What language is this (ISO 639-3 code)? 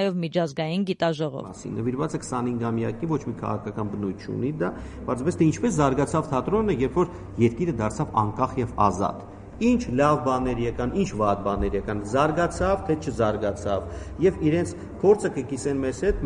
hye